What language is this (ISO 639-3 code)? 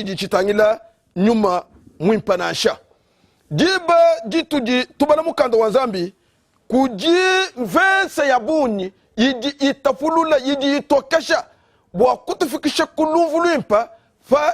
lua